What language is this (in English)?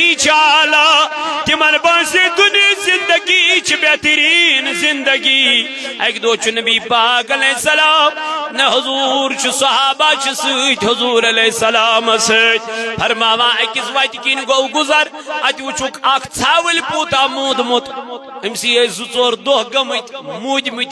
Kashmiri